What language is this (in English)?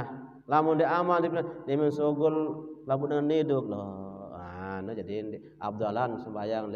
Sasak